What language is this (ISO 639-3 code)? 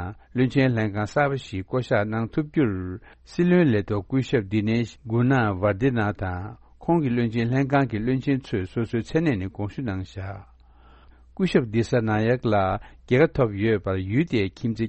bod